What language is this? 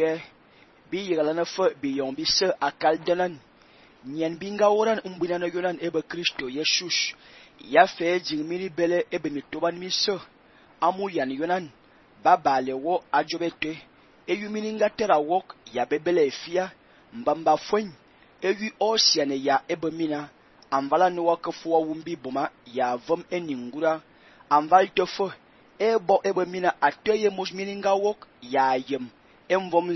Fang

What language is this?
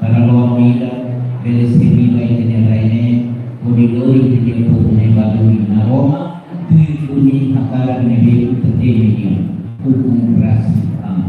Tetum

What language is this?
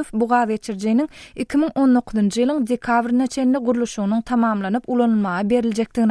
Turkmen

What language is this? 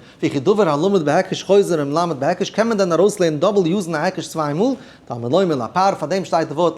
Yiddish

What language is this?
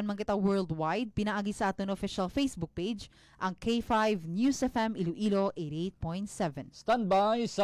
Hiligaynon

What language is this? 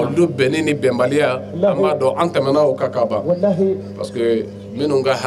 Bambara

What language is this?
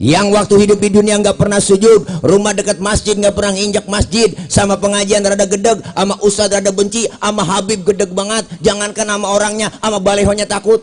Betawi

